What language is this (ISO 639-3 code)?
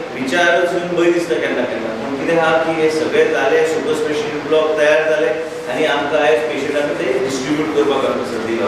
kok